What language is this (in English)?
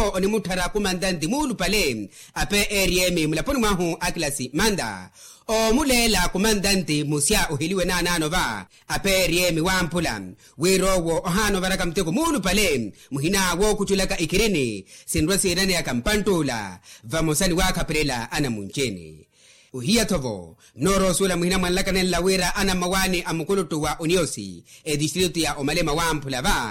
Makhuwa